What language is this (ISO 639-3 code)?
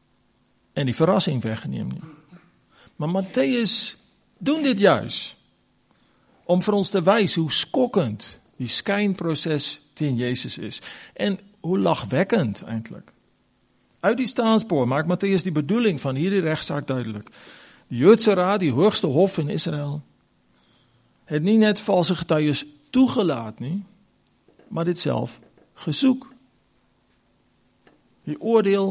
afr